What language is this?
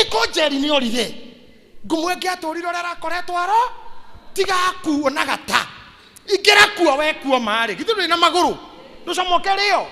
Kikuyu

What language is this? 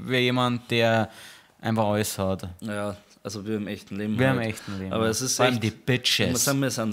Bavarian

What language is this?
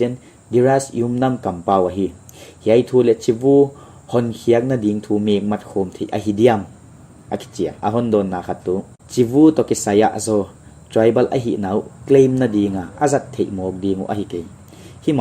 Paite Chin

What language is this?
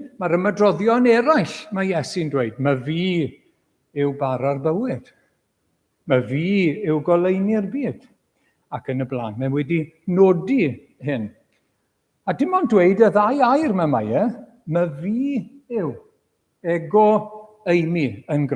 Welsh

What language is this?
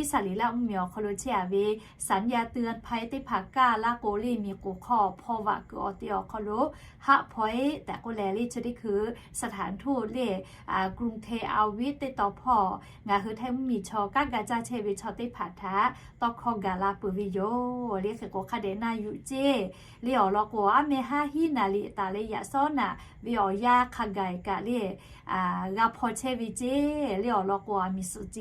Lahu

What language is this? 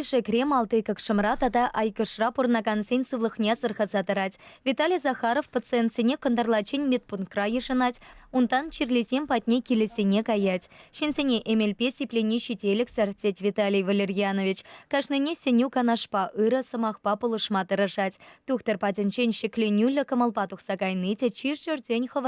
Chuvash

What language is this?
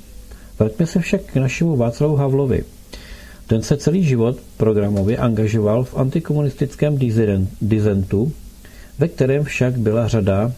Czech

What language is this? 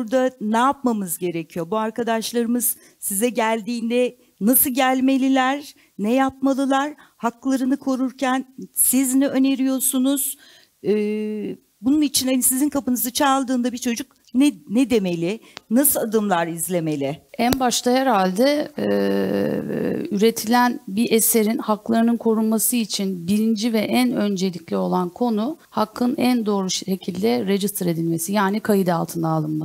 Turkish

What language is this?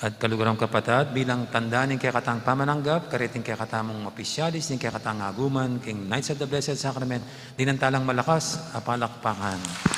Pampanga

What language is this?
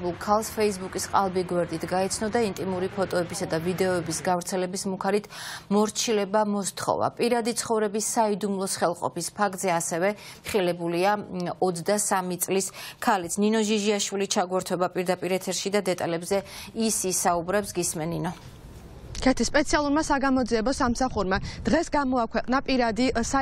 Georgian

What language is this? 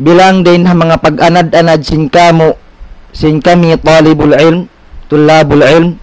Tausug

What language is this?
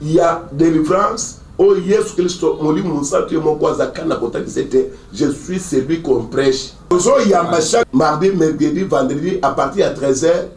Lingala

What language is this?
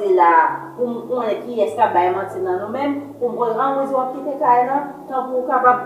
Haitian Creole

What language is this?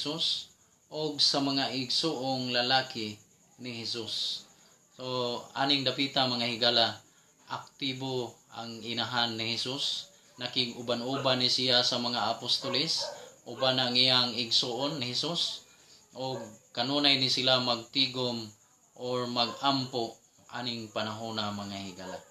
Cebuano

